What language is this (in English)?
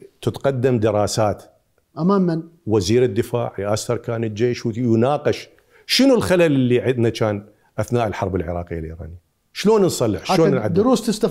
Mesopotamian Arabic